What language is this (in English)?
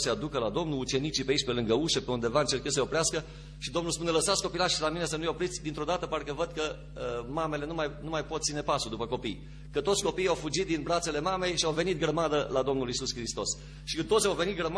Romanian